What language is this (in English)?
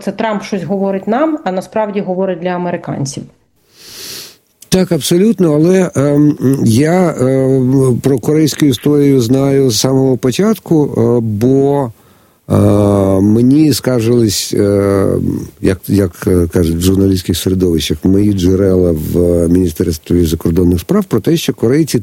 Ukrainian